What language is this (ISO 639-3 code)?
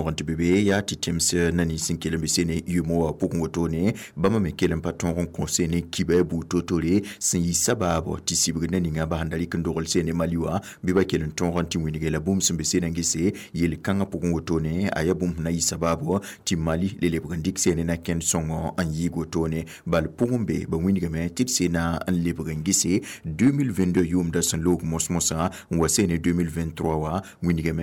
mos